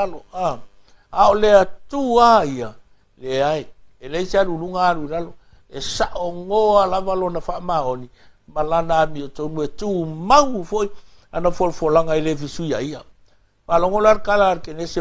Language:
Samoan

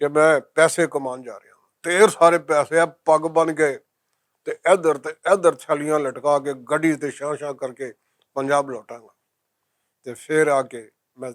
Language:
Western Panjabi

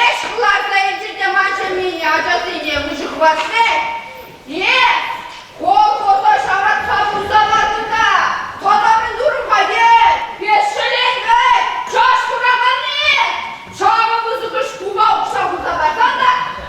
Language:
Chuvash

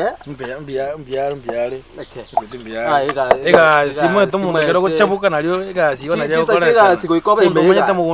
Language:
Gusii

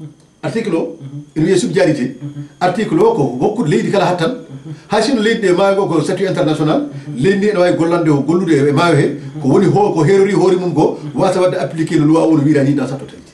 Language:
Fula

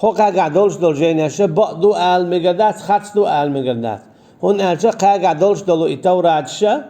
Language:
Chechen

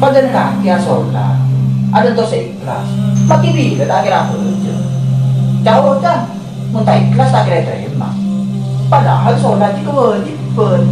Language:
Madurese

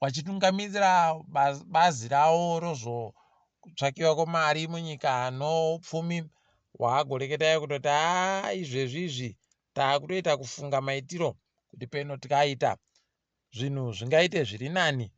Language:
Ndau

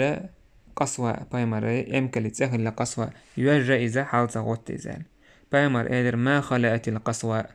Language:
Chechen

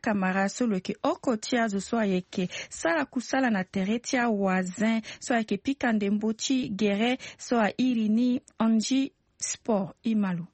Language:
Sango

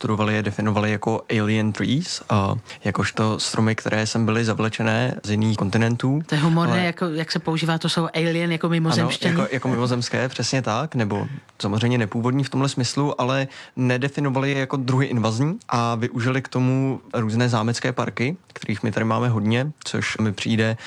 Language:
Czech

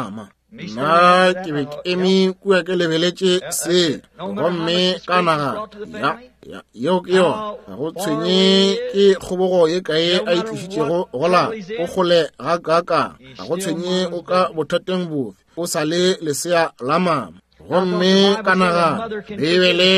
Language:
Northern Sotho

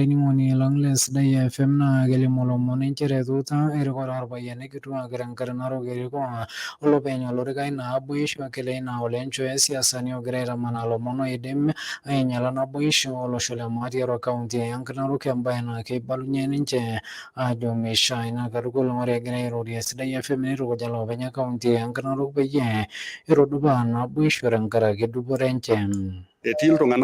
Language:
Masai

